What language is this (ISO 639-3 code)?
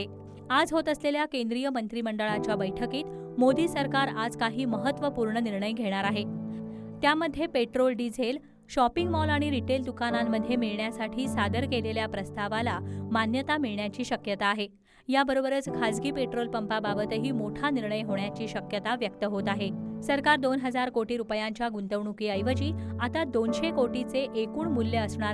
mar